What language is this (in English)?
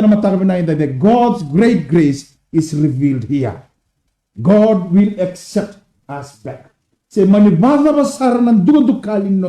Fijian